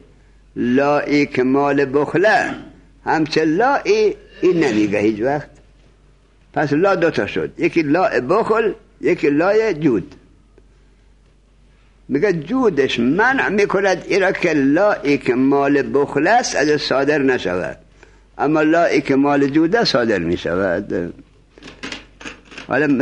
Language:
Persian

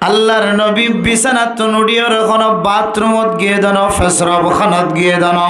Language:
Rohingya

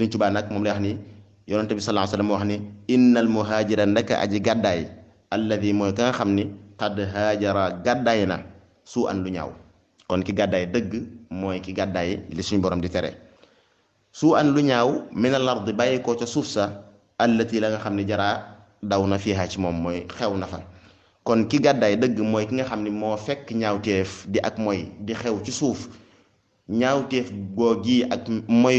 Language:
Wolof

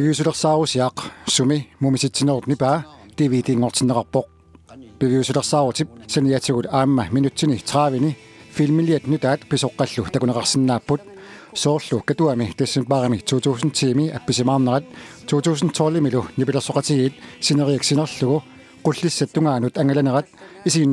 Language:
Kalaallisut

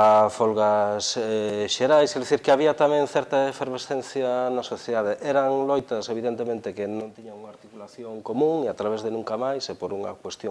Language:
Galician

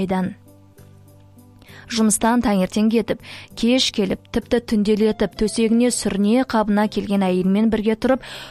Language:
Kazakh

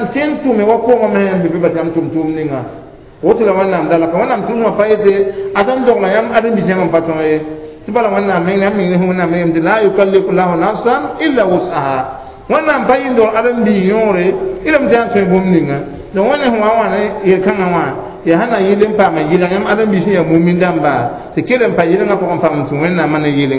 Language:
Mossi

